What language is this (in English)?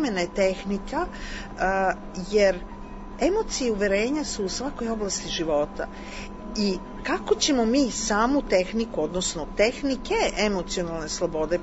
Serbian